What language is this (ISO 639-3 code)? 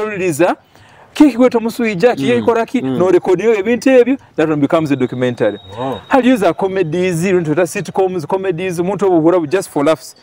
nyo